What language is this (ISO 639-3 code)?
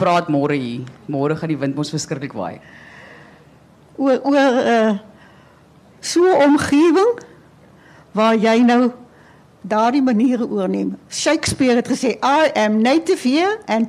afr